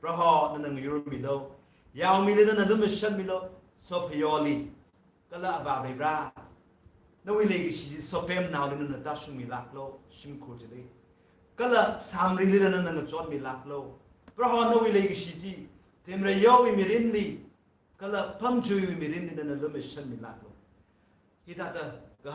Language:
Tangkhul Naga (India)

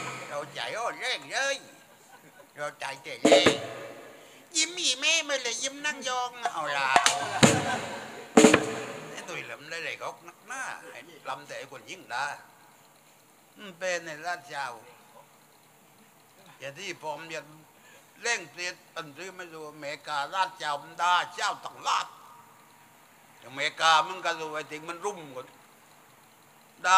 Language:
Thai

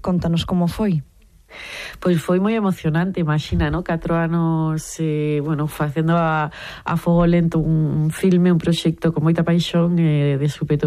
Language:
Galician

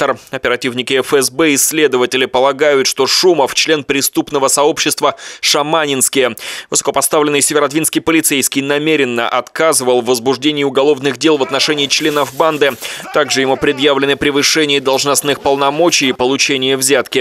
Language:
Russian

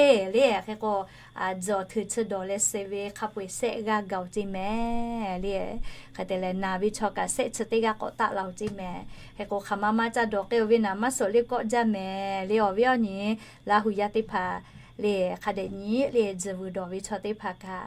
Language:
Lahu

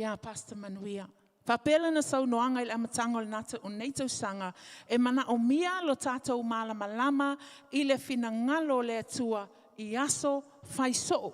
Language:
Samoan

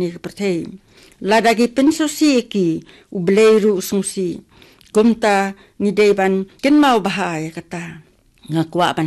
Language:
Khasi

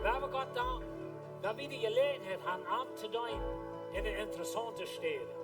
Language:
Plautdietsch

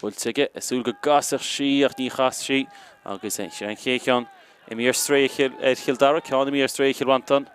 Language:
Irish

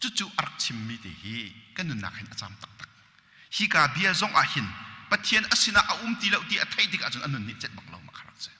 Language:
Hakha Chin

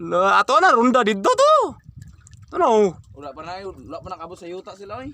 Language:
Cebuano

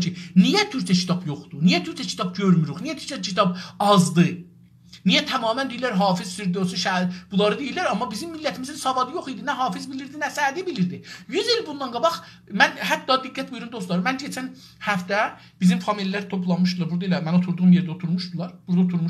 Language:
South Azerbaijani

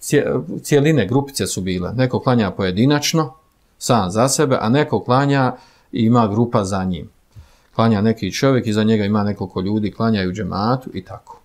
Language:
Bosnian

